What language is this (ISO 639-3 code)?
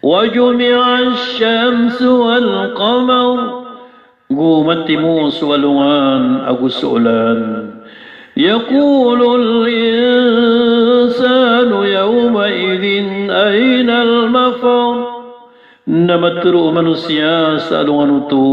mrw